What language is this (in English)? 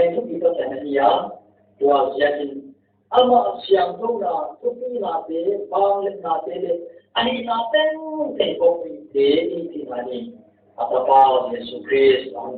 Paite Chin